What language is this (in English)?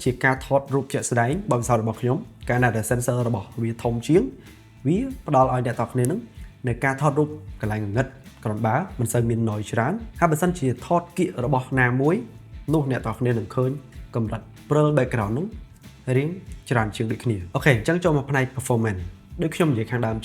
Khmer